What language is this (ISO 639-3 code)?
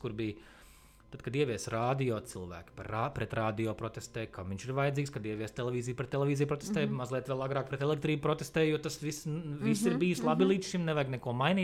lav